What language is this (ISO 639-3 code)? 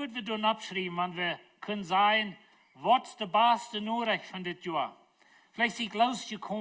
pdt